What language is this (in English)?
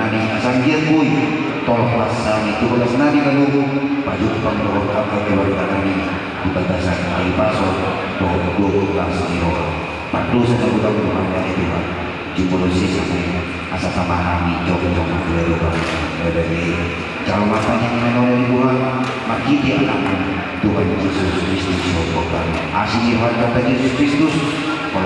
Batak Toba